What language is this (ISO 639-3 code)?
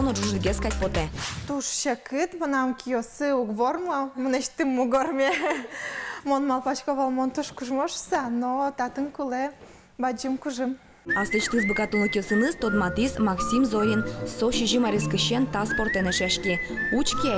udm